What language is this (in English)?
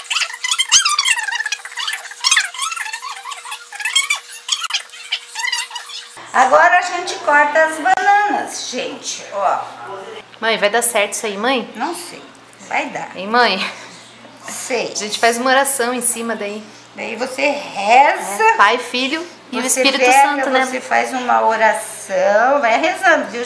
Portuguese